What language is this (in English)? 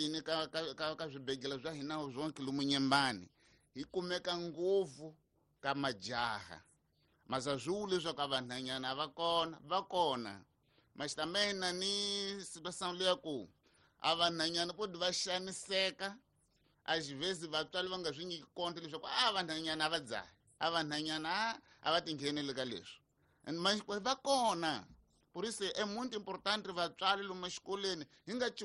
Tsonga